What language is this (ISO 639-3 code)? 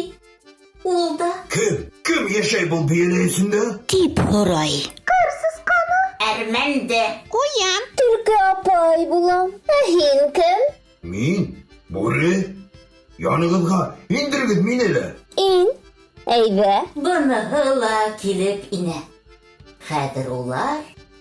bak